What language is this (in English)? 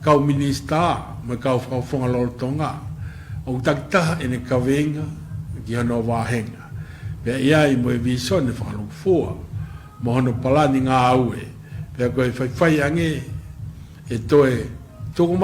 Tongan